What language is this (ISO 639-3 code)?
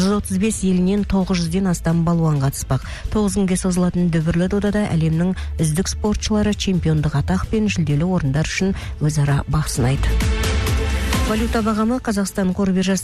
kaz